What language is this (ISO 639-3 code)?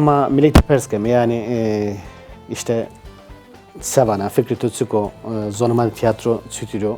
zza